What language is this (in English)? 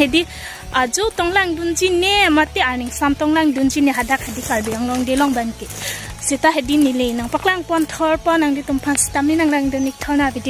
Karbi